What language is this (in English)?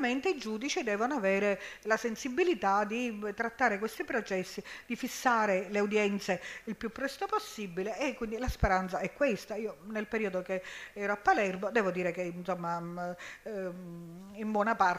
Italian